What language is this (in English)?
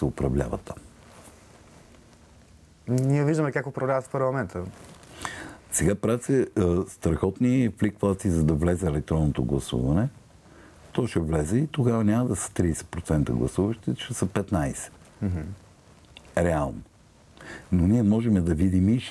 Bulgarian